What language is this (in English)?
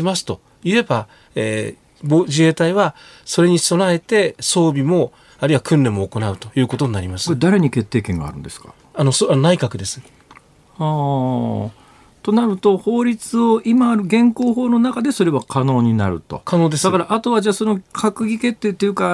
Japanese